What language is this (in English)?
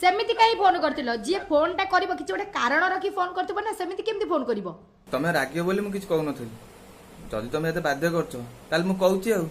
Odia